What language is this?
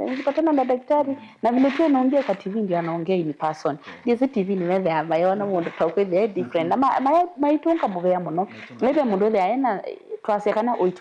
Kamba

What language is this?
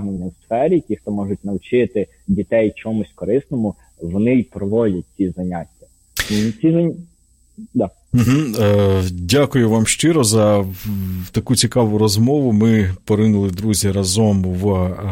Ukrainian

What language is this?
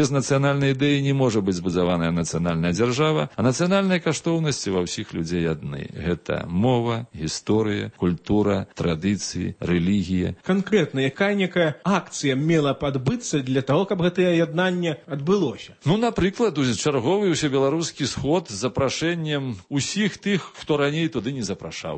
Belarusian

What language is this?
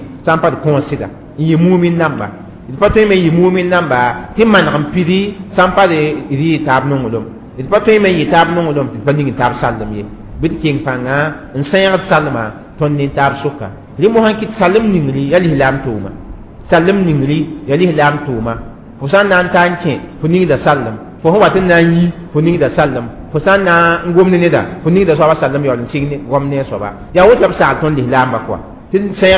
Mossi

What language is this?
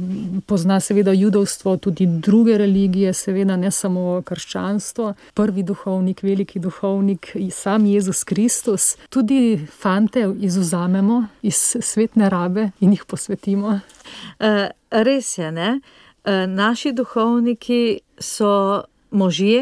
Slovenian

